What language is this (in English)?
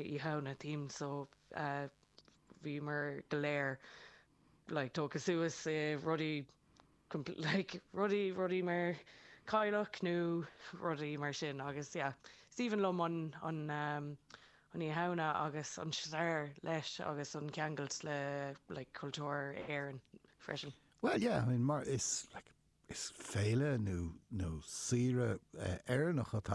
Irish